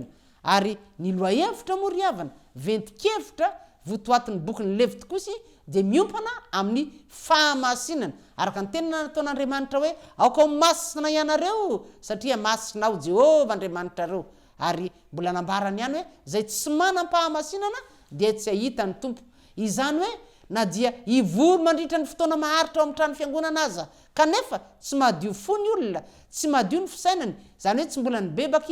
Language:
Malagasy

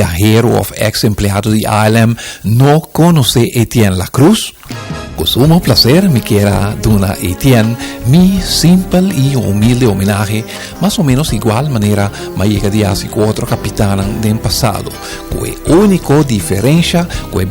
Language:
Papiamento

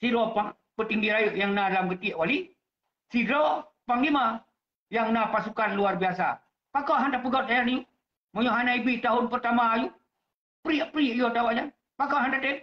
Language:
Achinese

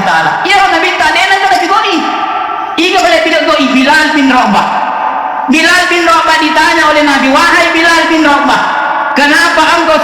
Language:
Buginese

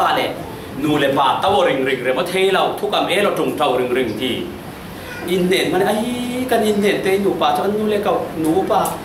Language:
Falam Chin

